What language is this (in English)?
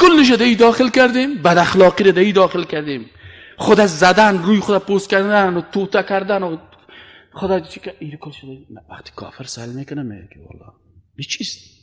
Persian